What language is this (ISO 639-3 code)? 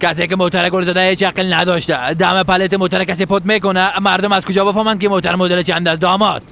fas